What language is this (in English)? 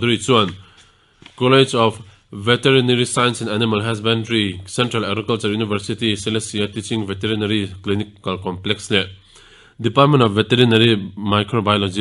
Mizo